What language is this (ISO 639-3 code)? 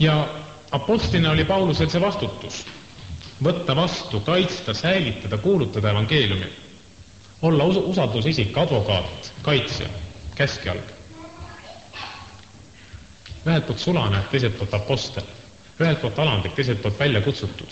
est